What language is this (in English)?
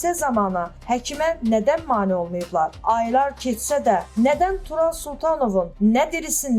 Azerbaijani